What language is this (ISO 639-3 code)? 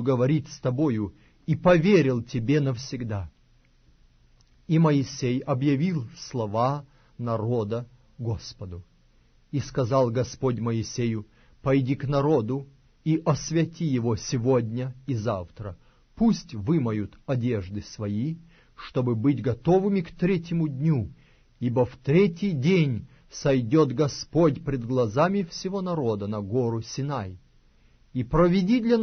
rus